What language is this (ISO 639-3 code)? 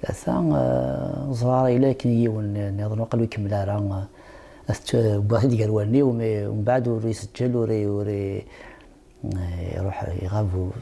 kab